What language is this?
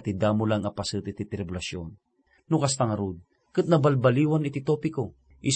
Iloko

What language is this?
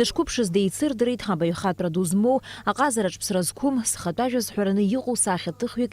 Abkhazian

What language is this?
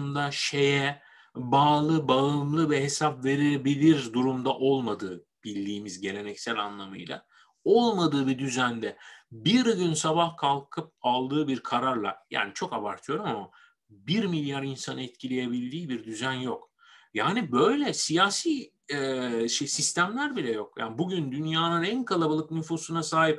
Turkish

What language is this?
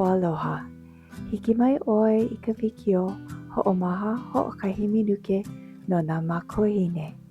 Hawaiian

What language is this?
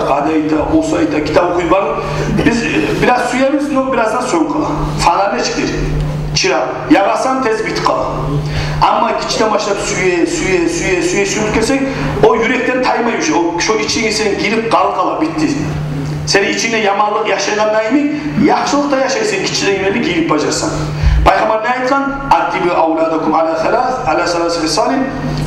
Kumyk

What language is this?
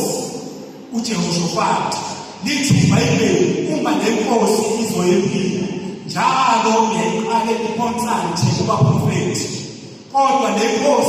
Zulu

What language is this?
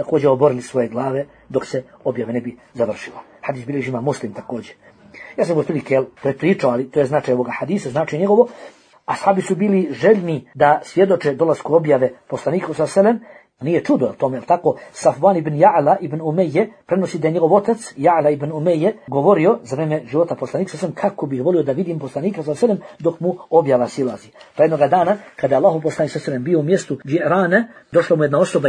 Bosnian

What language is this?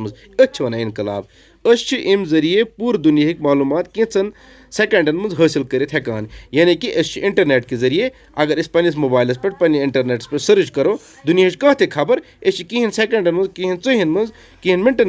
Kashmiri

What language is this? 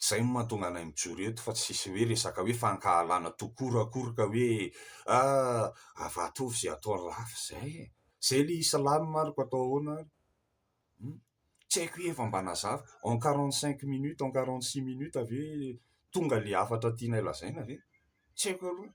Malagasy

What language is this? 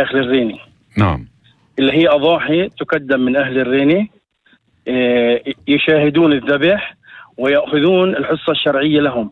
North Levantine Arabic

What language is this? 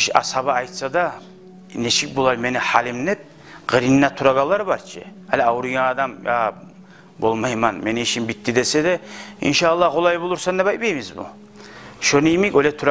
Kumyk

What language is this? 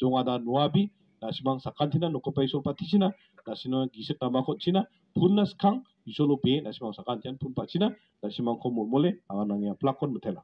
Garo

